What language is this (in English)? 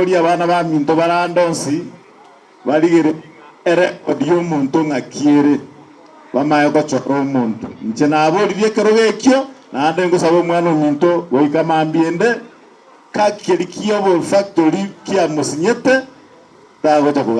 Gusii